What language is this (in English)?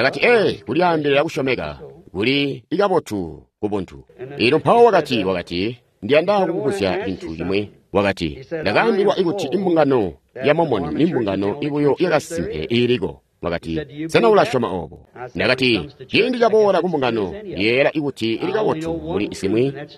Tonga (Zambia)